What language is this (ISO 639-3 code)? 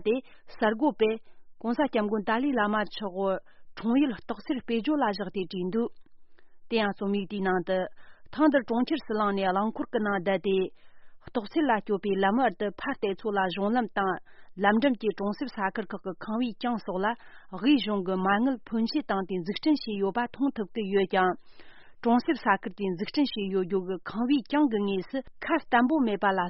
bod